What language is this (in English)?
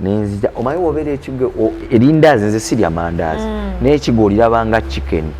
Ganda